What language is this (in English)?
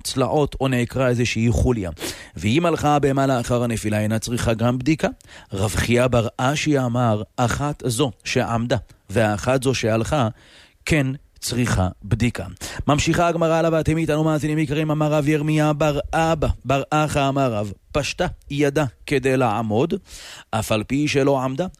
Hebrew